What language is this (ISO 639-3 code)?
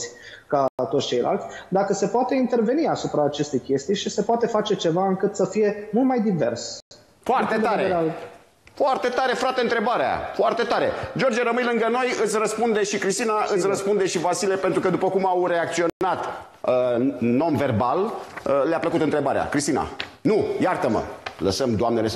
ron